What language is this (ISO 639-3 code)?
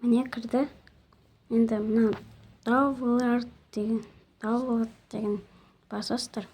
kaz